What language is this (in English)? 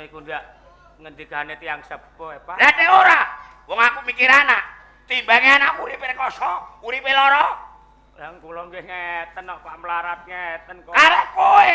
Javanese